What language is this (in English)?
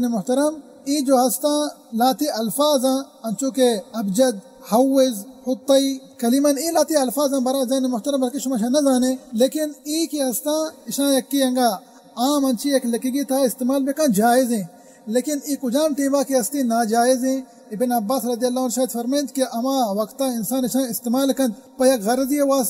Baluchi